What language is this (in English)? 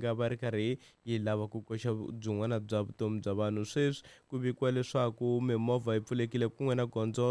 Tsonga